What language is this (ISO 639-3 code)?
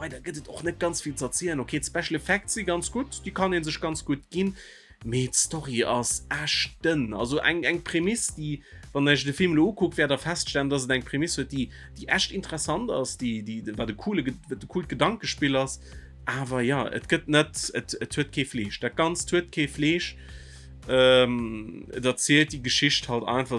ltz